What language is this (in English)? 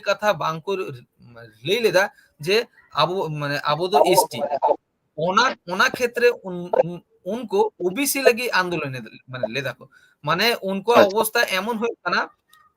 Santali